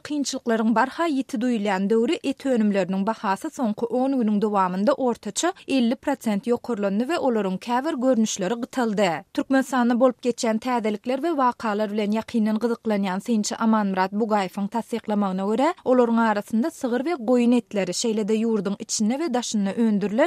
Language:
Turkmen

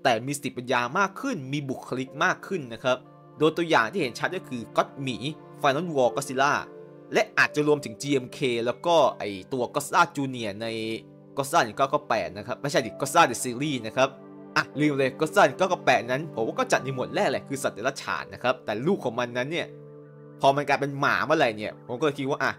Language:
Thai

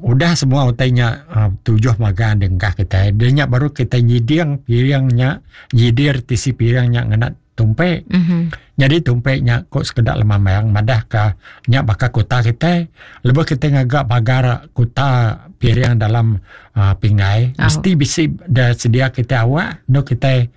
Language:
Iban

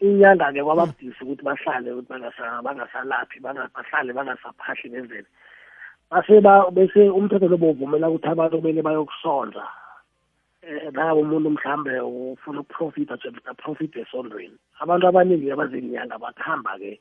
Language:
South Ndebele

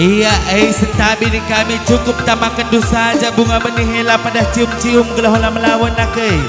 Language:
Batak Karo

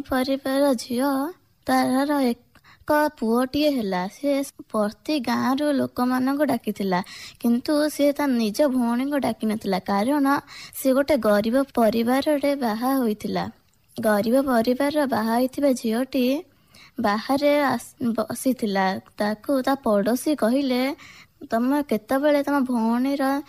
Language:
Odia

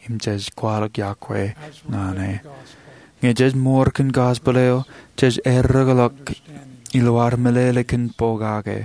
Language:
Marshallese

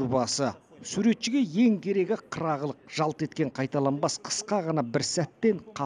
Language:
Kazakh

